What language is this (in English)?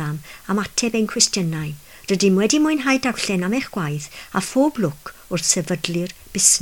Welsh